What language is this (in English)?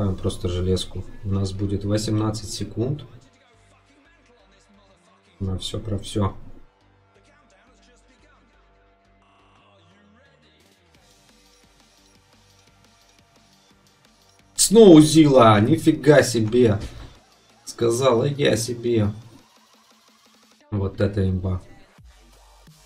Russian